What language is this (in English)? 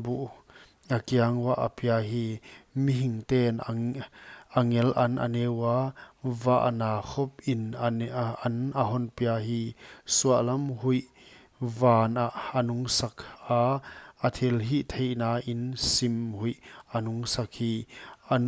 Paite Chin